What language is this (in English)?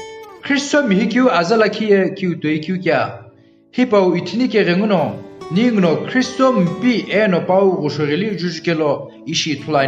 Sumi Naga